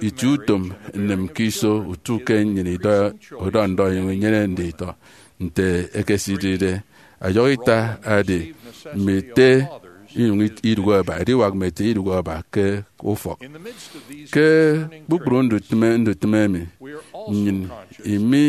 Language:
Efik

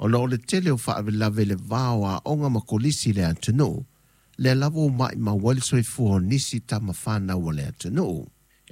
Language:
Samoan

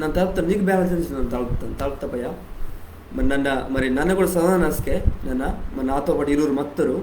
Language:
Koya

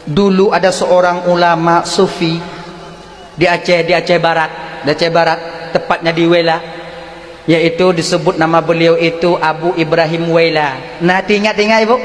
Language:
Achinese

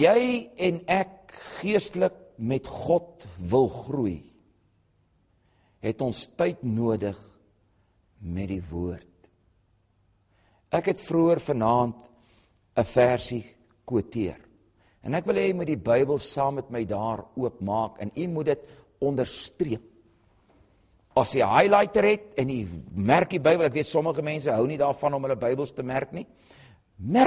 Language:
Afrikaans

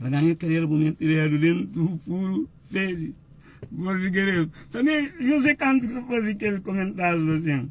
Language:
Kabuverdianu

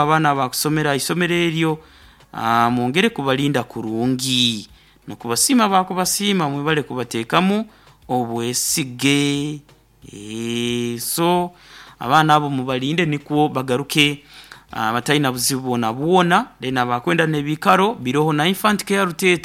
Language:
Nyoro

